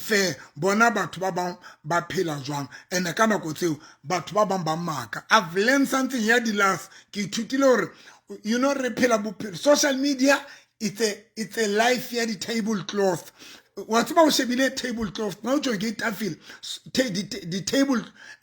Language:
Southern Sotho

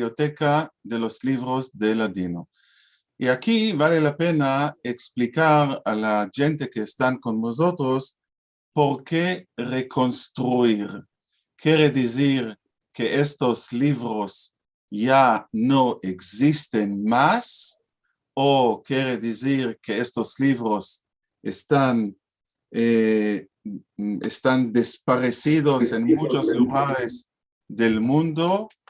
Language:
Ladino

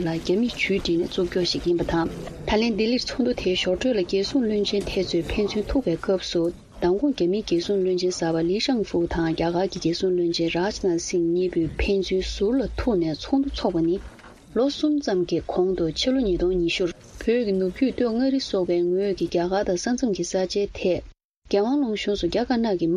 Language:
Tibetan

